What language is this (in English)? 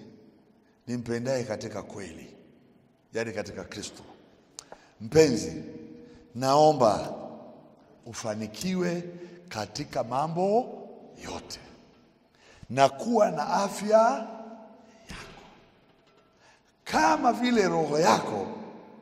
Swahili